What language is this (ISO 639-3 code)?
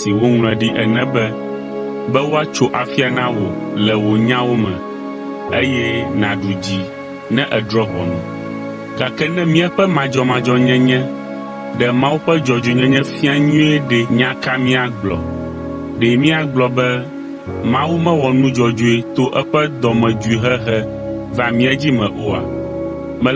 ewe